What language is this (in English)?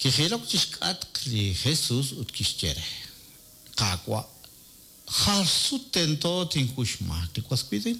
Kekchí